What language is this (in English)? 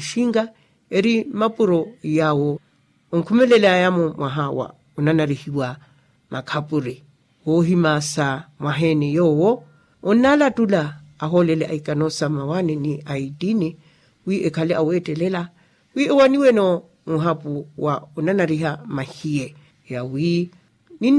Makhuwa